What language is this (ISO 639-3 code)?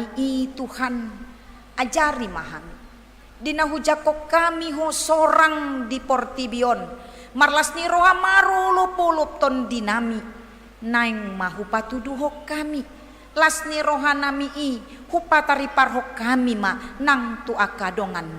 bbc